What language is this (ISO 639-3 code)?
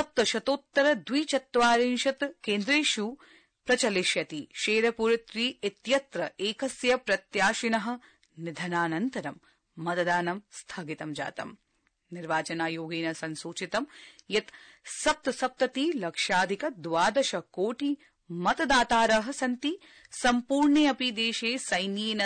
san